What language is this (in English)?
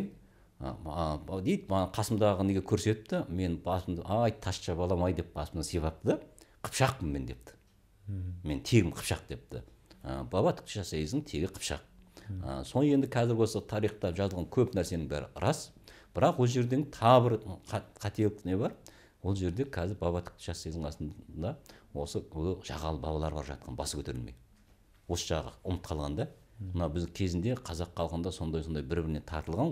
Kazakh